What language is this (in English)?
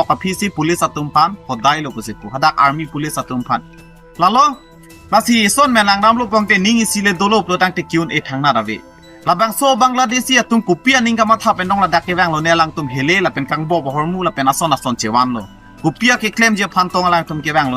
Karbi